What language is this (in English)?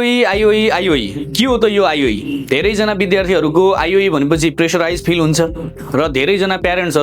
Nepali